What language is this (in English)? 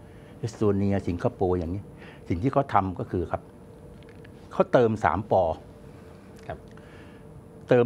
Thai